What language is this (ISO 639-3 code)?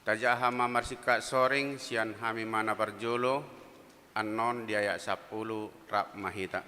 bbc